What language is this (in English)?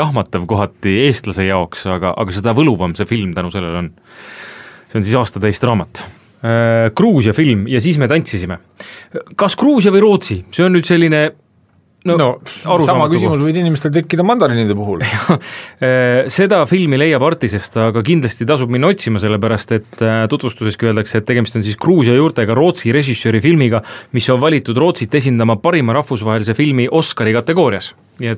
Estonian